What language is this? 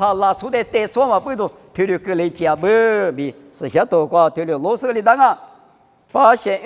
Lisu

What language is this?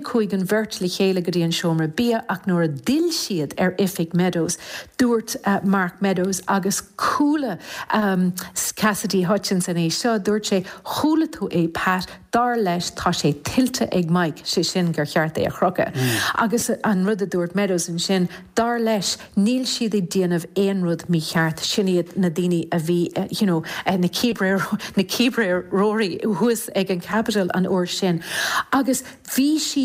Irish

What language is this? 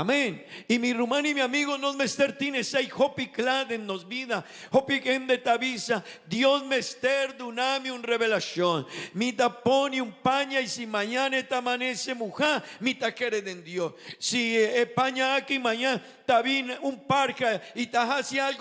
Papiamento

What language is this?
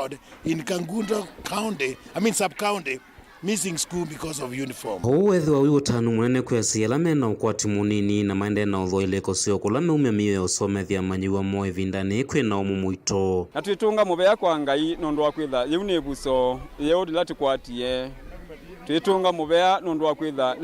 Kamba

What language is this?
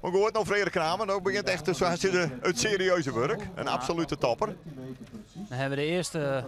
Western Frisian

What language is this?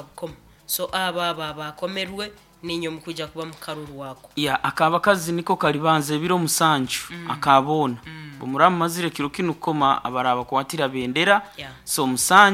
Nyankole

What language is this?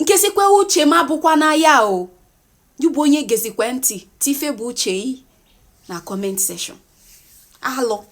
Igbo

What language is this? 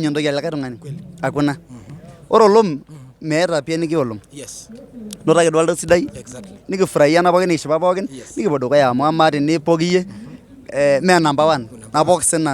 Masai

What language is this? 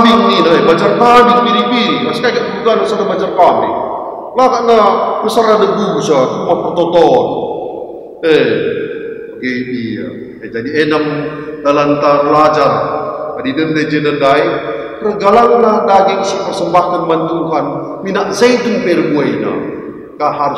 Batak Karo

